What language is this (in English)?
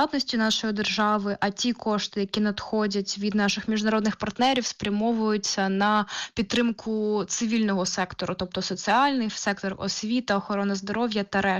Ukrainian